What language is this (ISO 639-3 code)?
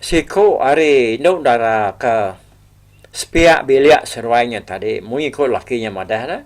iba